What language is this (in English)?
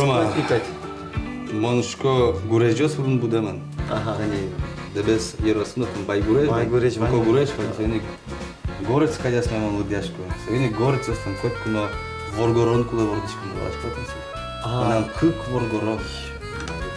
Udmurt